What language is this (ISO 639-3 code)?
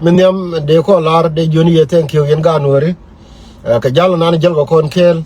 nus